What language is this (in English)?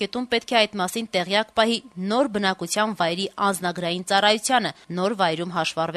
Armenian